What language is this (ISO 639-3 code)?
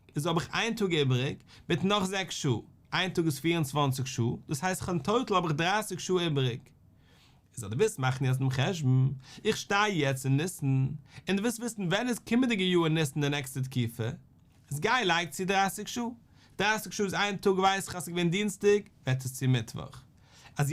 yid